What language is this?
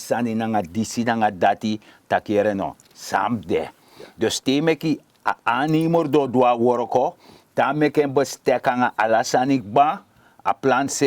Sranan Tongo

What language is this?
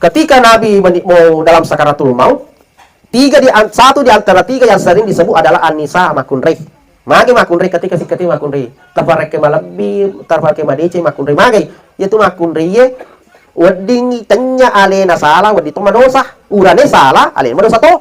Buginese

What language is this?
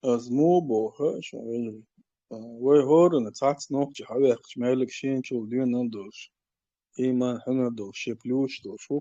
Chechen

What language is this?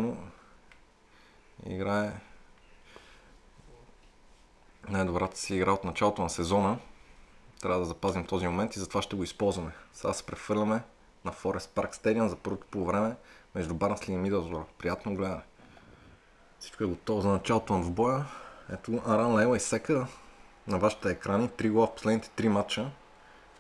Bulgarian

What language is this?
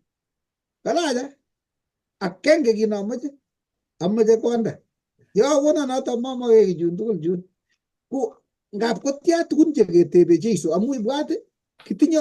Kalenjin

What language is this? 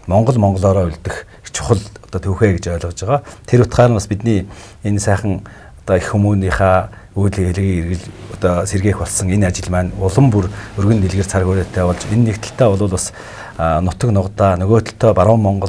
Mongolian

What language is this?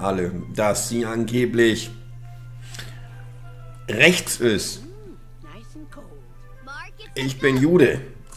German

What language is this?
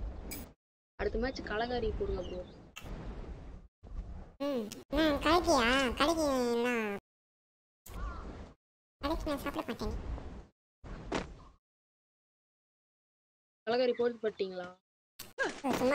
Tamil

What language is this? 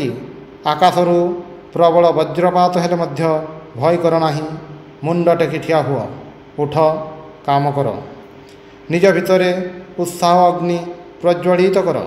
Odia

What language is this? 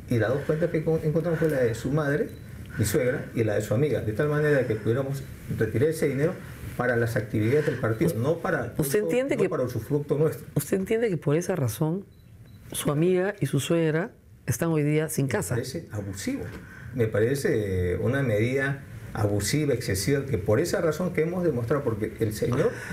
Spanish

